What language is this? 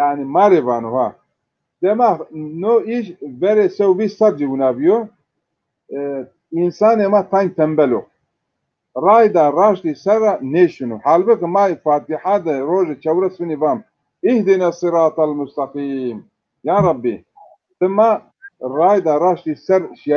Zaza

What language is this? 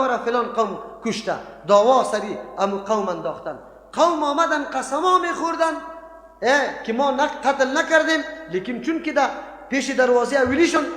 Persian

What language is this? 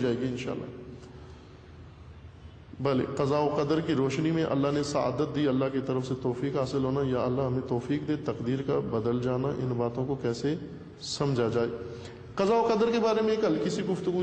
Urdu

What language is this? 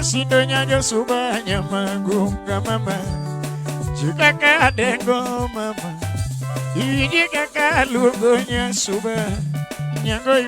Luo (Kenya and Tanzania)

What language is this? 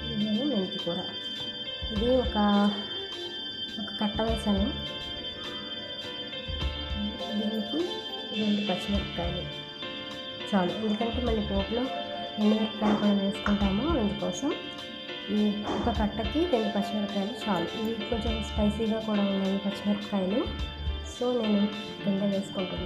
Telugu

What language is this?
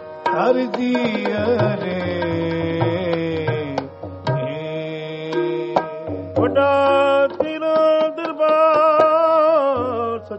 Punjabi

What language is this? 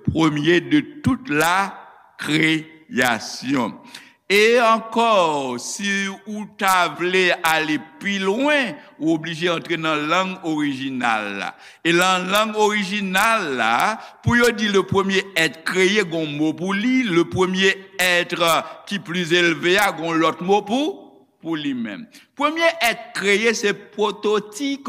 Haitian Creole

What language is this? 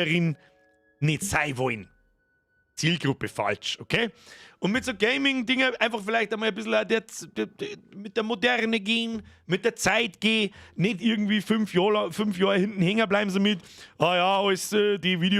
Bavarian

